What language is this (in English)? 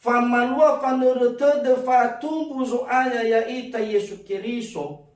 Nias